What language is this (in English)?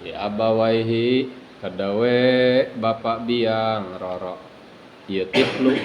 Sundanese